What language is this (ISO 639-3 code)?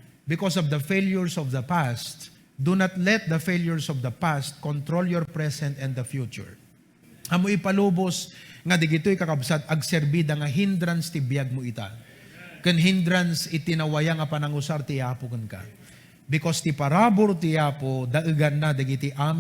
ilo